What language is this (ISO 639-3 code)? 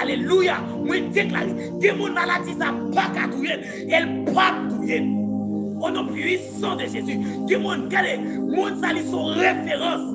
hat